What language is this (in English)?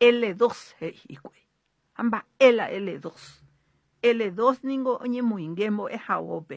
Guarani